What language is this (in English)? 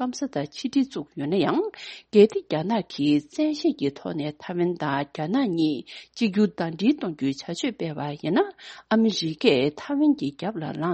Tibetan